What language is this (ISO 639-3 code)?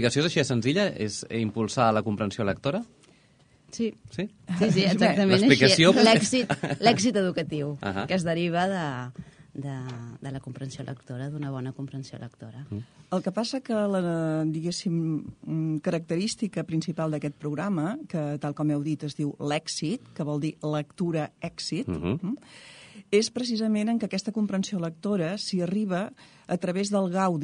cat